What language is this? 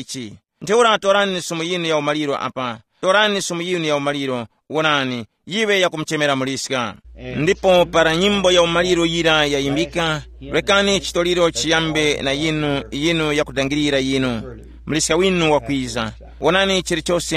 Tumbuka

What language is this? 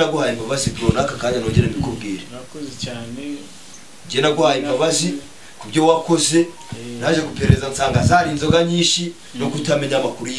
Kinyarwanda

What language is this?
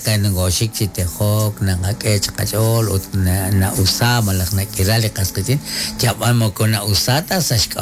Kekchí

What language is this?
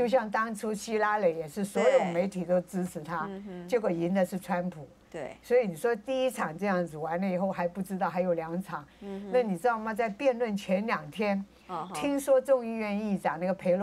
Chinese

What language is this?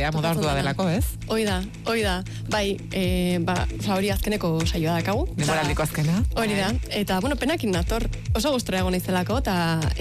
Basque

